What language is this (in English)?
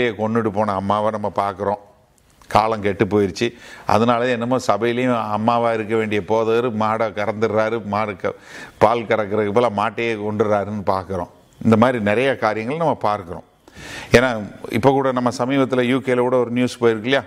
Tamil